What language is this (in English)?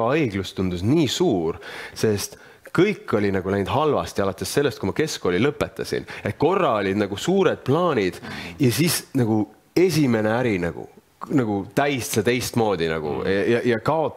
Estonian